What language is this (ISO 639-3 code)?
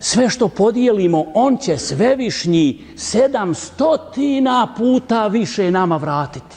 bos